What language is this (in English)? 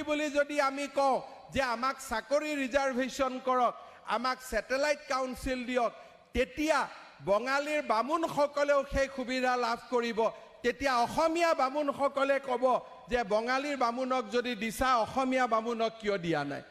Assamese